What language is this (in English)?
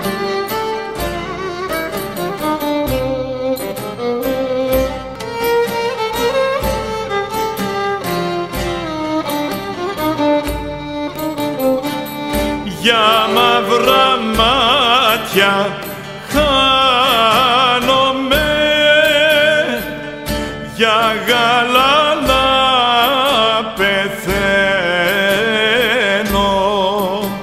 Greek